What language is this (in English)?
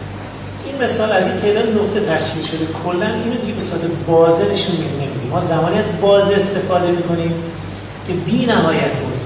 Persian